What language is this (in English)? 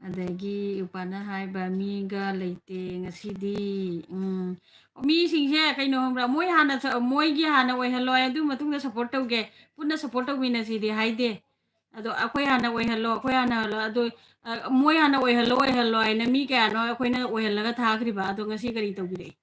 Manipuri